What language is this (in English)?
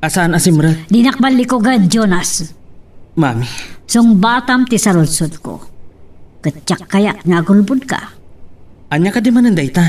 Iloko